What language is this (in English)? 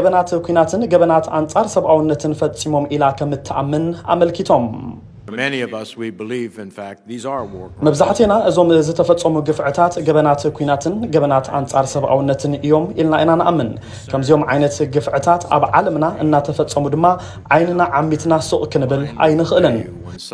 Tigrinya